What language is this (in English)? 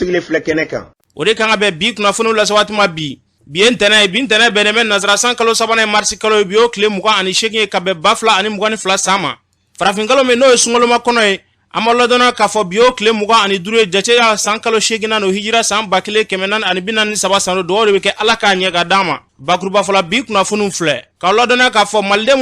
Bambara